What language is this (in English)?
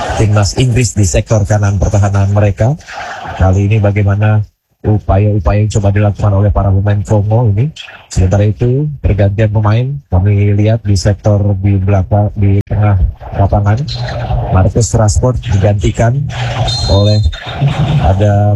Indonesian